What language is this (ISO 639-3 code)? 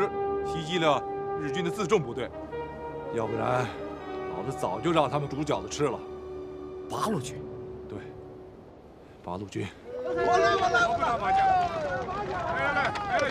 zho